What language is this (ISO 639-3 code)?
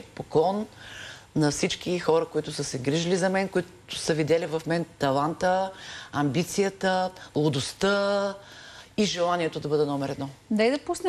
bul